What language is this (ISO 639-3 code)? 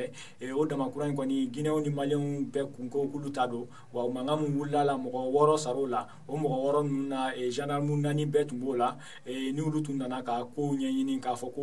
bam